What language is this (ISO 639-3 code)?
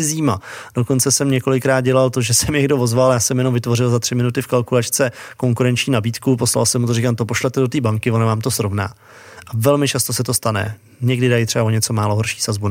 ces